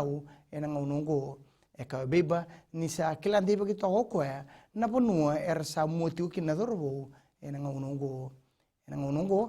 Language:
Fijian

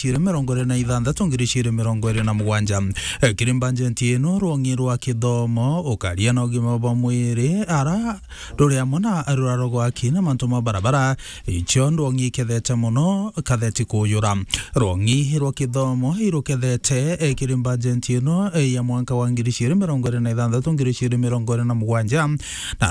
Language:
Meru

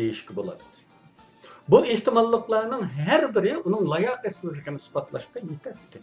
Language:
Uyghur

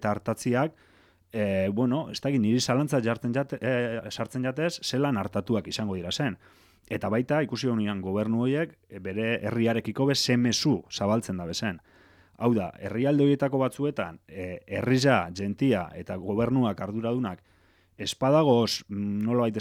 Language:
Basque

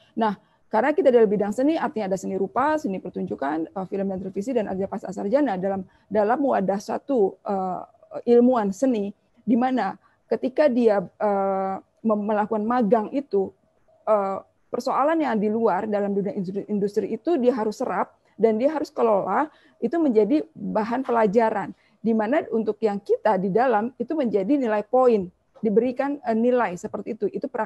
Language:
Indonesian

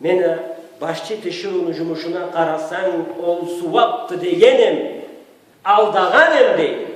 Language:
Karachay-Balkar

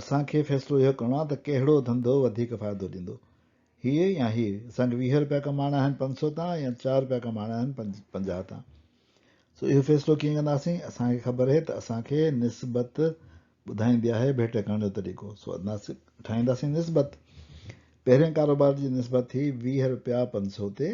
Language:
Sindhi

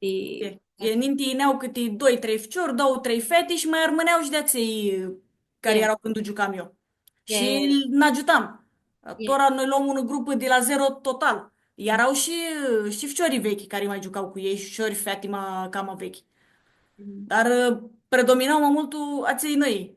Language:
Aromanian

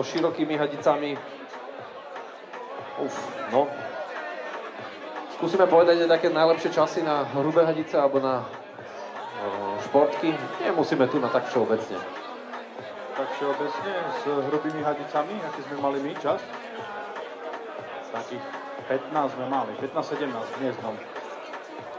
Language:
Slovak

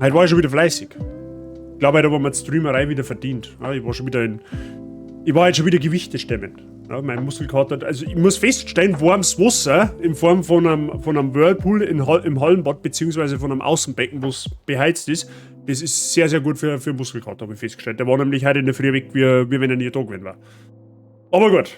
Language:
Bavarian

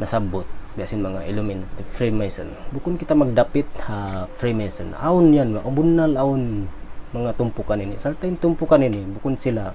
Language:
Tausug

